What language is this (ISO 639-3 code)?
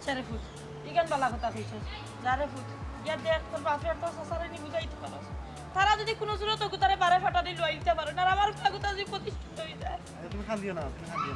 syl